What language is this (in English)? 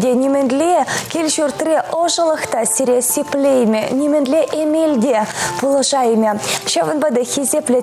Chuvash